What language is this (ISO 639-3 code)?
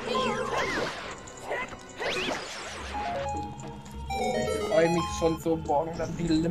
deu